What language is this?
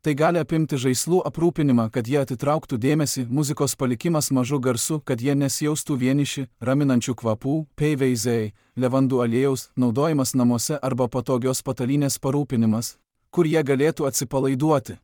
Lithuanian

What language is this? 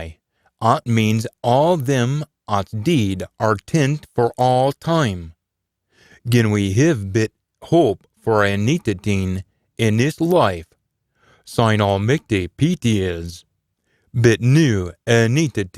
Scots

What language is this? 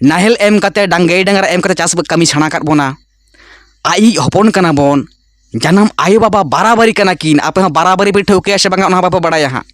Santali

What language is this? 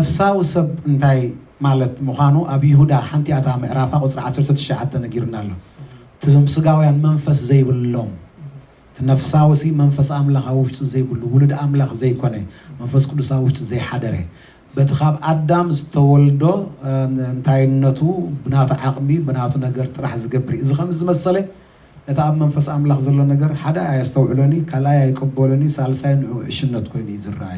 Tigrinya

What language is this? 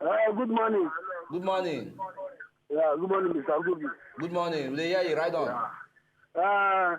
Nigerian Pidgin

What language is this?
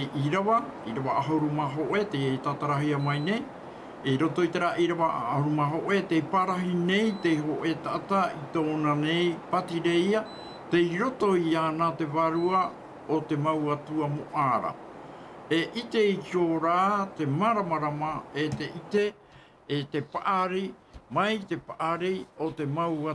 Tahitian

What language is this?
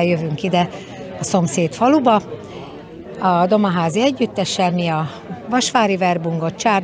Hungarian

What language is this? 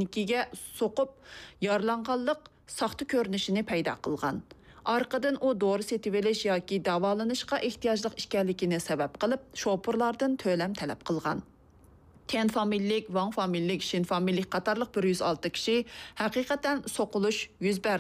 Uyghur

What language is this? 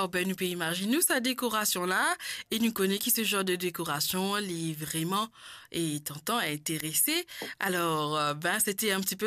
Morisyen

